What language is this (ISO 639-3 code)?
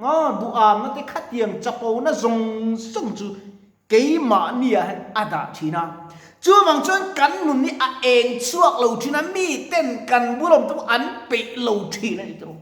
lus